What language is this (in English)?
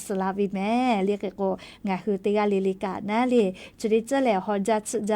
Lahu